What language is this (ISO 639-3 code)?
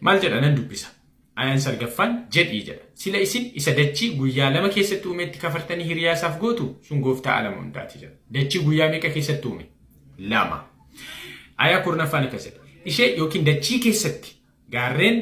orm